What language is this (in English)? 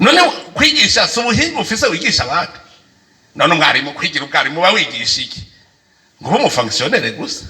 Rundi